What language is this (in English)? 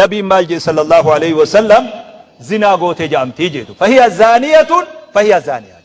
Oromo